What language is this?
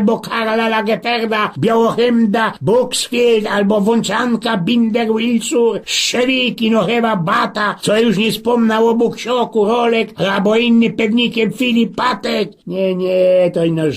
Silesian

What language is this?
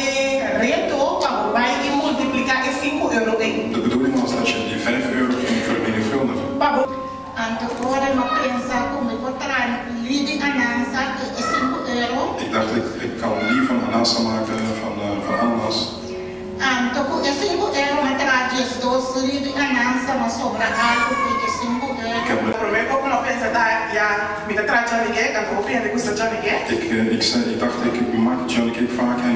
Papiamento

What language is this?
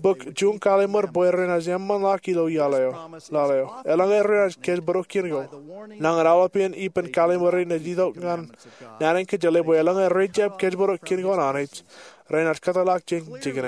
Marshallese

